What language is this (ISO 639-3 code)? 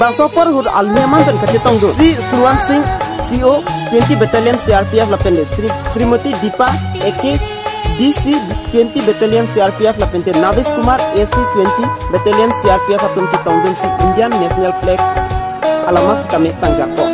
mjw